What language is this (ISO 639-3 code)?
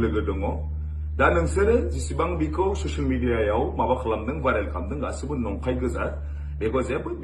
brx